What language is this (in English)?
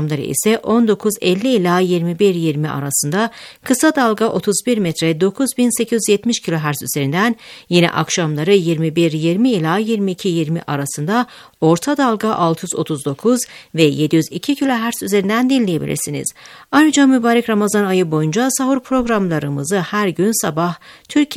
Turkish